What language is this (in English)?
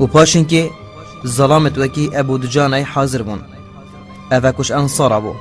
Kurdish